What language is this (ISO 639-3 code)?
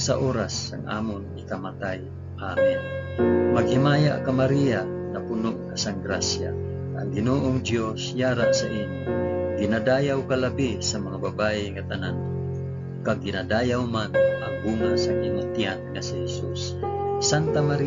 hil